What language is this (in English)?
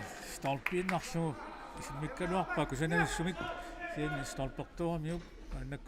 Kalaallisut